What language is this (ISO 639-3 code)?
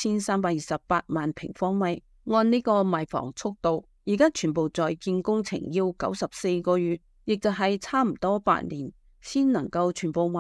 yue